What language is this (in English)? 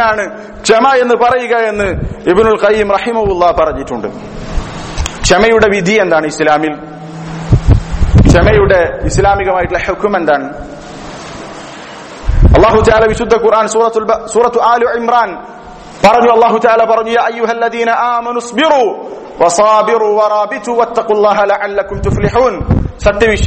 Malayalam